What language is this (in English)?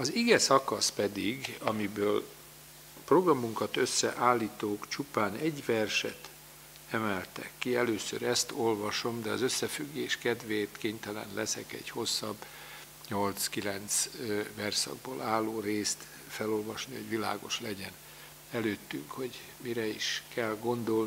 Hungarian